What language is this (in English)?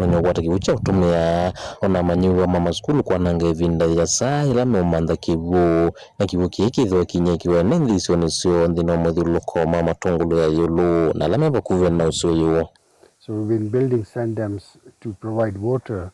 Kamba